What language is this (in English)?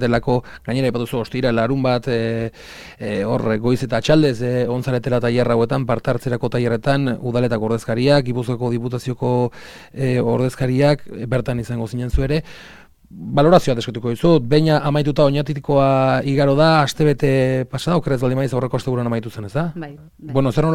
Basque